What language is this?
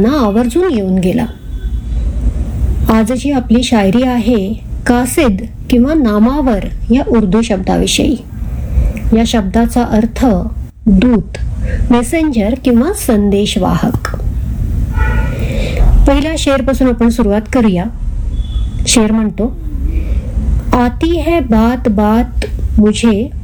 Marathi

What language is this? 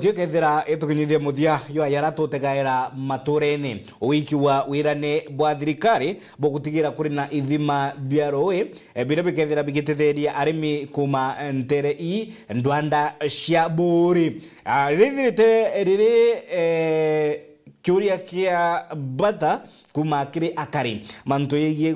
Meru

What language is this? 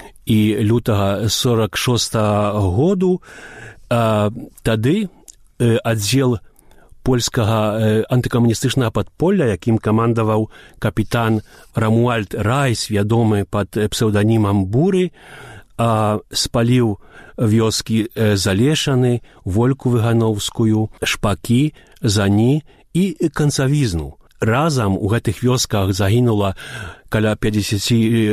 Belarusian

